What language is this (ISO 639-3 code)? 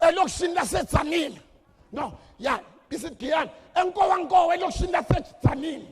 zul